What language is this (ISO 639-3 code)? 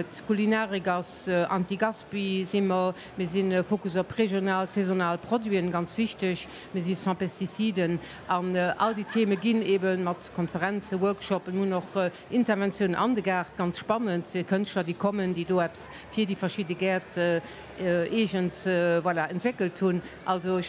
ltz